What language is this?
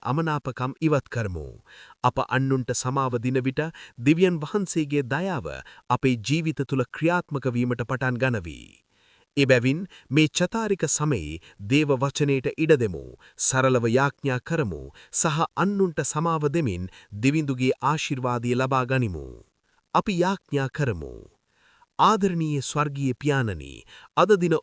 Sinhala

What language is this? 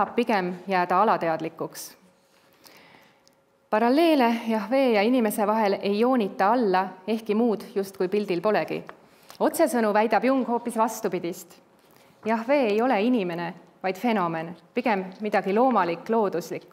Estonian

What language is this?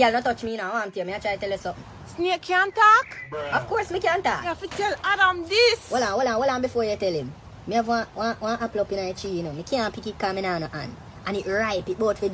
Jamaican Creole English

